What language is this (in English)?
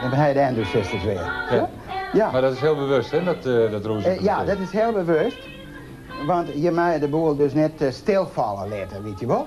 Western Frisian